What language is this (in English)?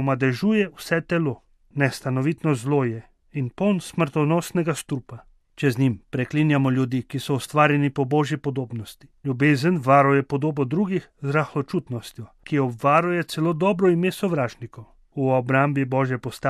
Slovenian